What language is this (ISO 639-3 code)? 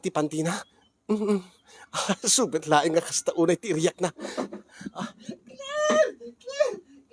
ilo